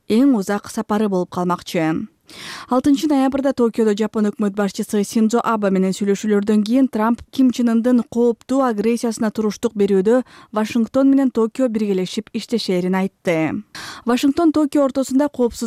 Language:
Kyrgyz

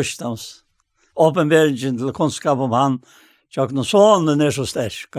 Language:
Faroese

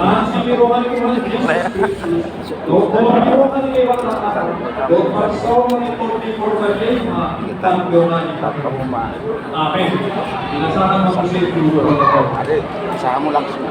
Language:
Batak Toba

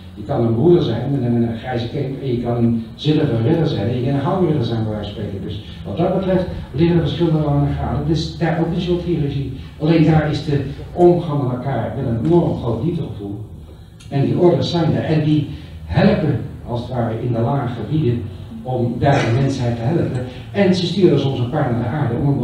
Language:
Dutch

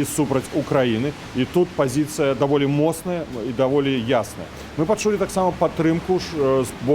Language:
Belarusian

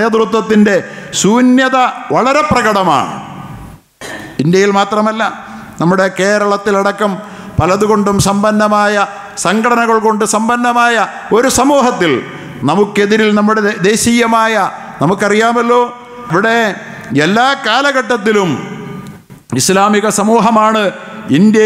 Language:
Malayalam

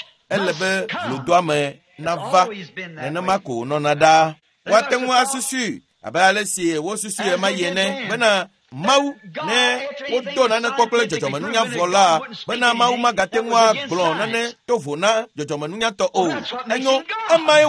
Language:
Ewe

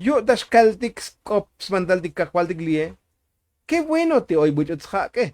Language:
Tzotzil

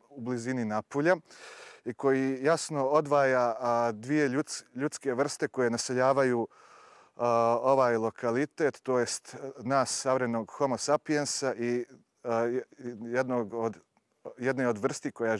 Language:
Serbian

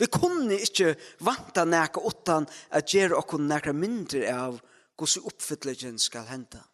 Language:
Faroese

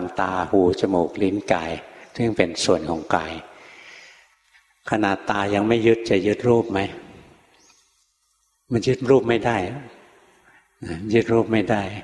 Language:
Thai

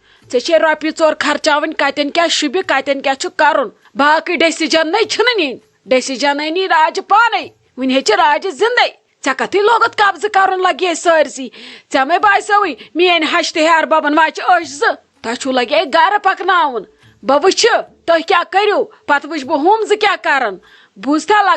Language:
Kashmiri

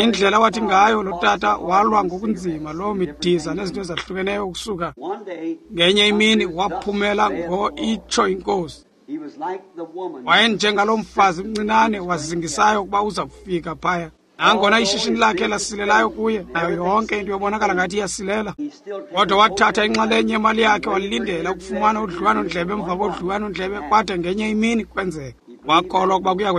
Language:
Xhosa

